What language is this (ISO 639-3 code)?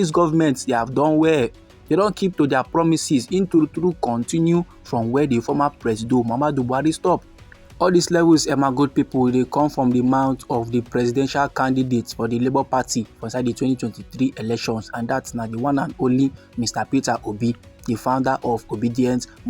pcm